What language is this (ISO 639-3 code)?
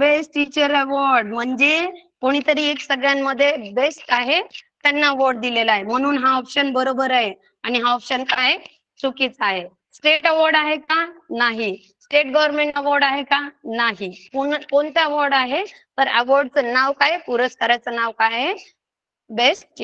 mar